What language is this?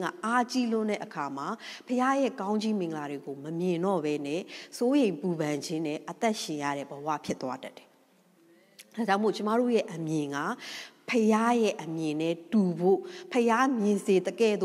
Burmese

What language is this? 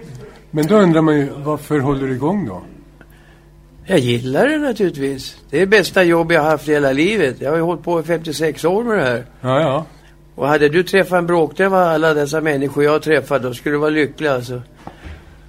Swedish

